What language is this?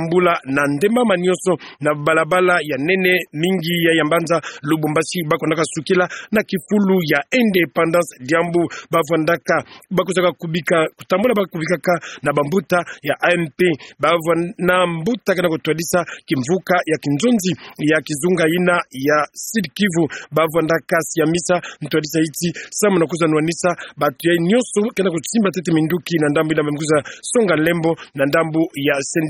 Kituba (Democratic Republic of Congo)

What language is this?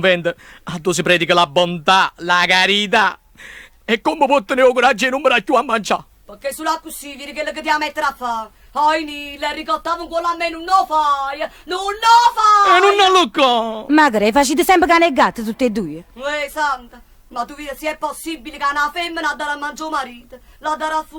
Neapolitan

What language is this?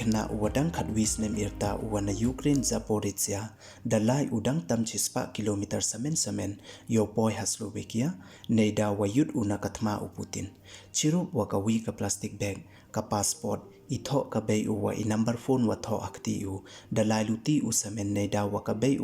Pnar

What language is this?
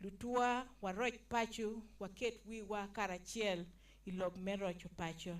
Acoli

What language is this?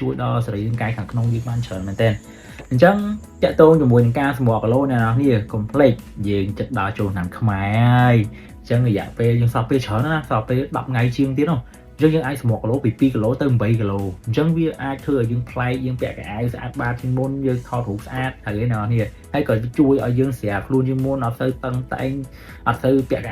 Khmer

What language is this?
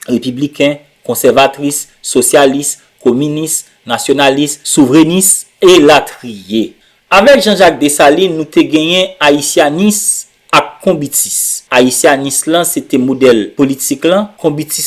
Haitian Creole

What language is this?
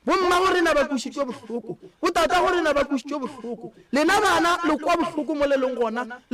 Northern Sotho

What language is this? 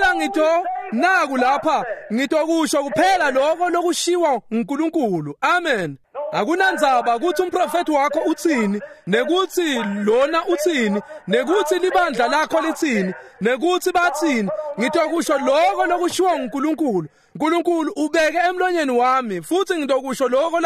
Swati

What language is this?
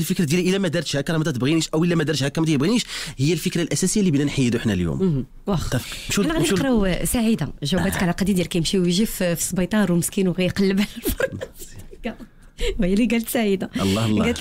Moroccan Arabic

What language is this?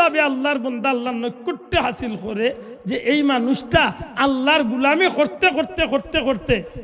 Sylheti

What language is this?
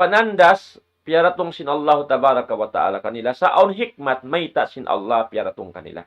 Tausug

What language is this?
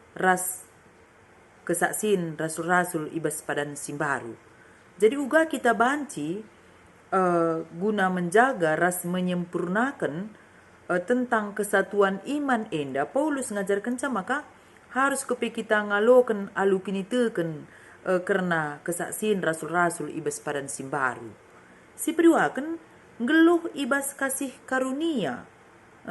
Batak Karo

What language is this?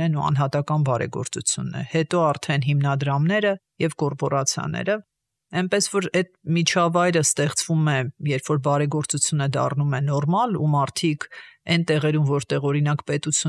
Armenian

